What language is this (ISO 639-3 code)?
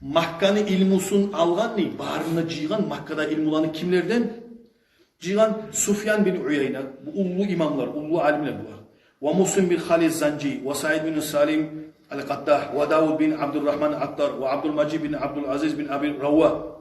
kum